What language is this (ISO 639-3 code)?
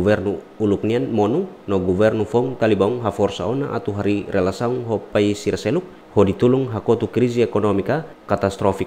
tet